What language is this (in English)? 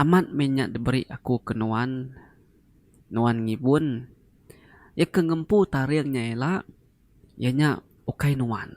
Iban